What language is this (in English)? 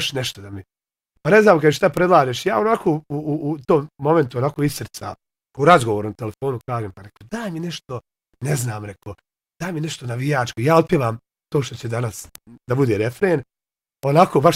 Bosnian